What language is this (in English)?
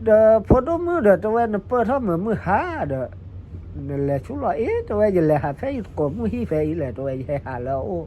S'gaw Karen